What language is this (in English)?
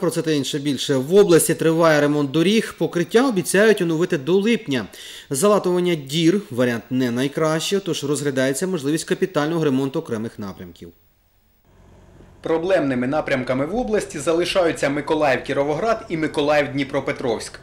Ukrainian